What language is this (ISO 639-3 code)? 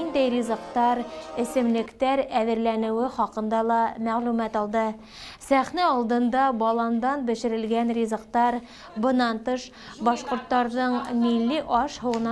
bak